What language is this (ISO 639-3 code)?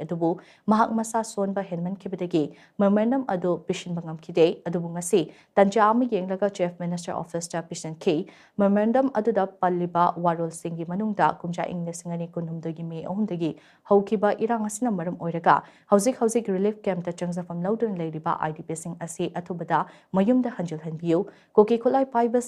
mni